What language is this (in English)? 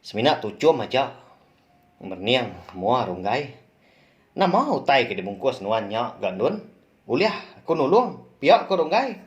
Iban